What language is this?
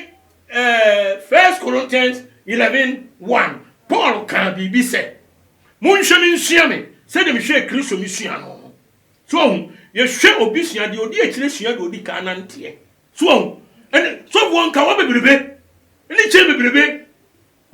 Akan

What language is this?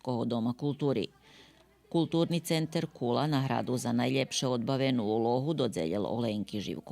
Rusyn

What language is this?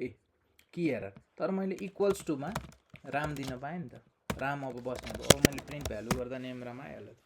Nepali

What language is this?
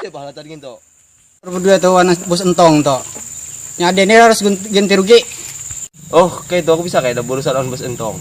Banjar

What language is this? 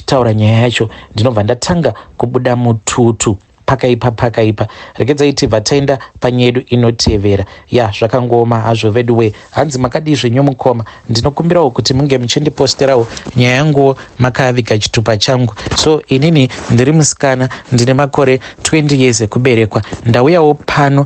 Shona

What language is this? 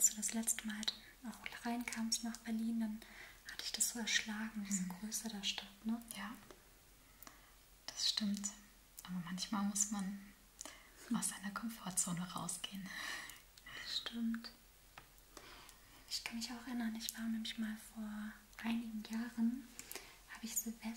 German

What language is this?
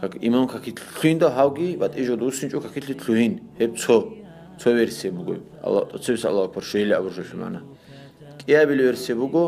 Avaric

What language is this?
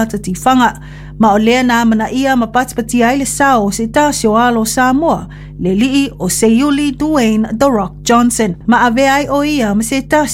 Samoan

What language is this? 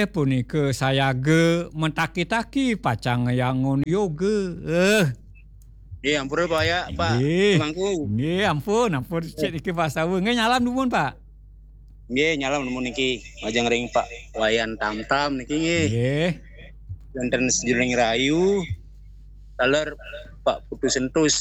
Balinese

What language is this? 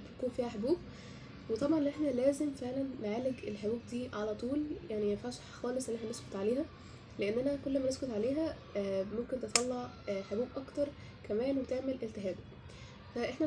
Egyptian Arabic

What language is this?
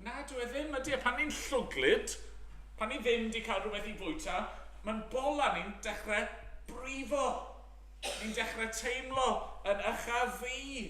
Welsh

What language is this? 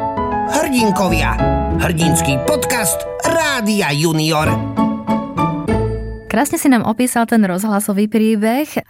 Slovak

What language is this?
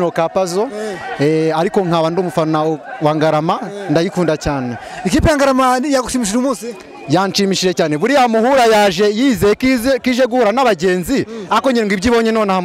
Kinyarwanda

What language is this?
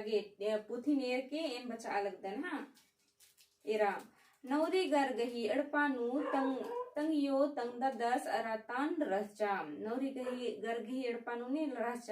Kurukh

